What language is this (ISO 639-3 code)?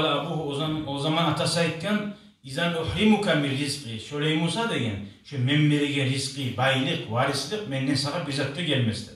kum